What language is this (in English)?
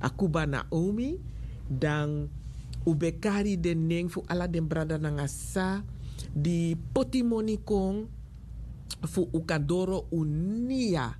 Sranan Tongo